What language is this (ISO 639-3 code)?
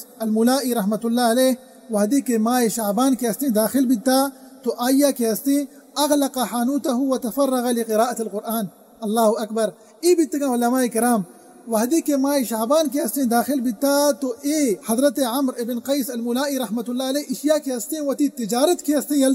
bgp